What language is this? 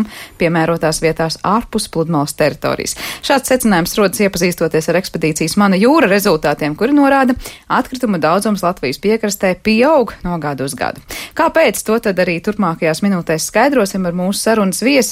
Latvian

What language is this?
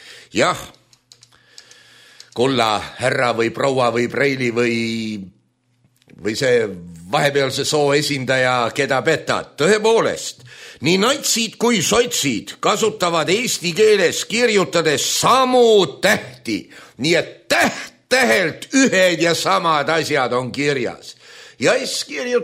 Estonian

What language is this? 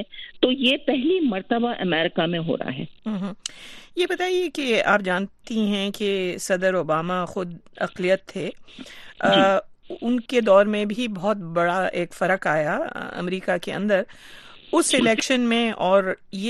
Urdu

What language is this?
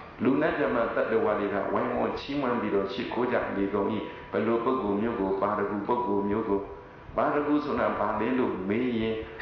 Burmese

